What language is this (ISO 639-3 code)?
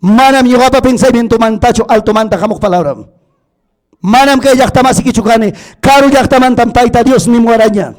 quy